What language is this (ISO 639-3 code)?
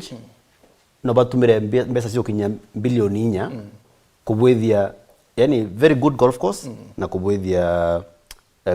mer